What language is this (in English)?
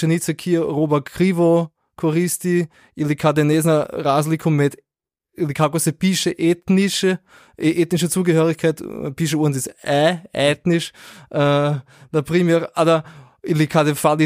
Slovenian